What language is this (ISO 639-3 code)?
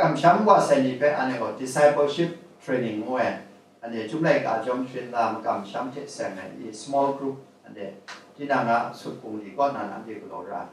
kac